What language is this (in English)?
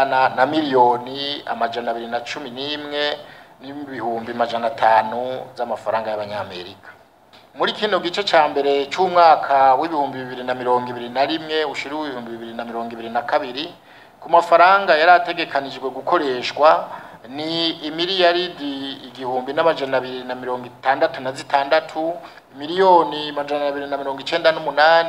Rundi